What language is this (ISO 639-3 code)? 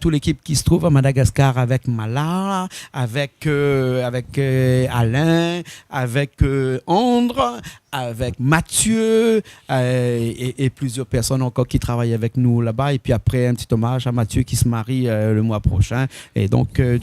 rcf